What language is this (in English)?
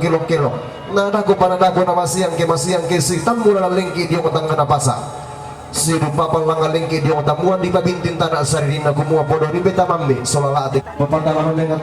Toraja-Sa'dan